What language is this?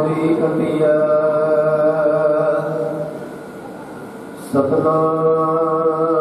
Punjabi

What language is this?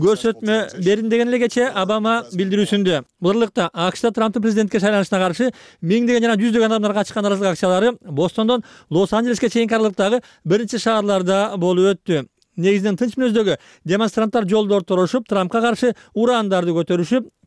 Kyrgyz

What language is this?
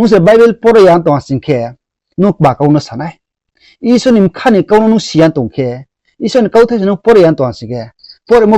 Riang (India)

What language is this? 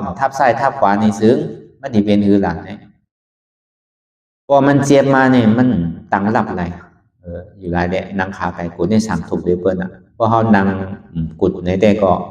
Shan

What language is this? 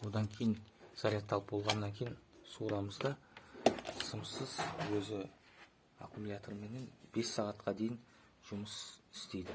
Kazakh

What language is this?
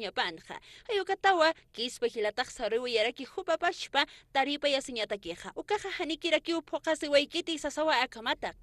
Aymara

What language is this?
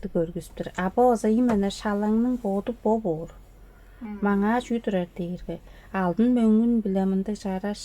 Tuvinian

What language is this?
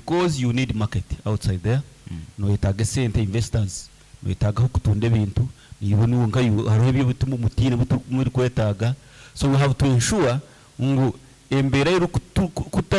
Nyankole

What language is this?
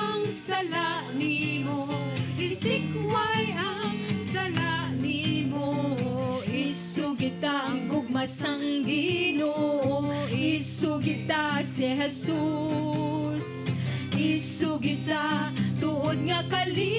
Hiligaynon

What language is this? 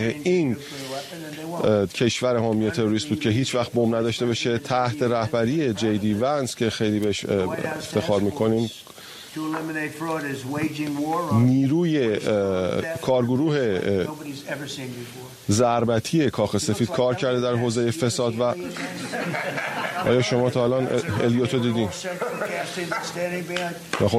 Persian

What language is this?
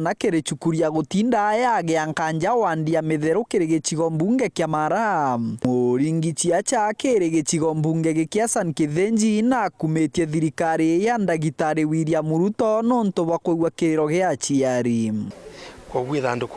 Meru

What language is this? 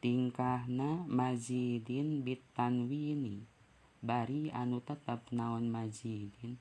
Sundanese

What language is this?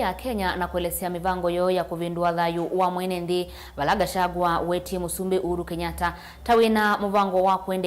Kamba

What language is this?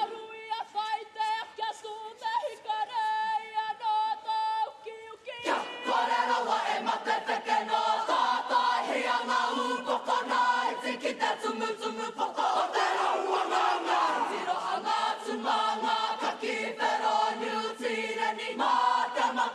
Māori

